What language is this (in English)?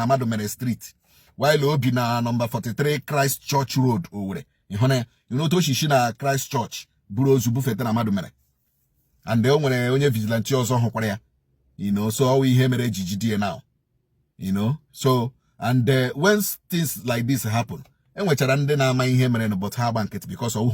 Igbo